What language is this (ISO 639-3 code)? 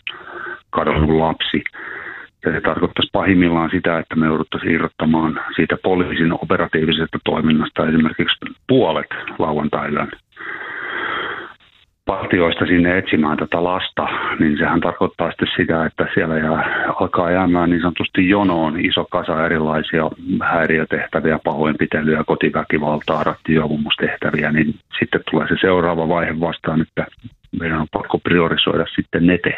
fin